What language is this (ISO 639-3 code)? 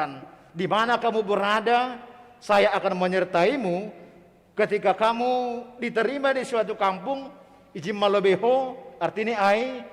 bts